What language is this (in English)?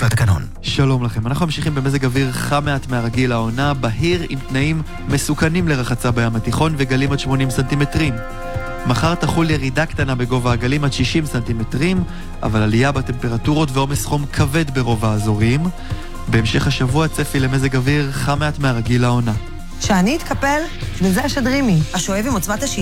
Hebrew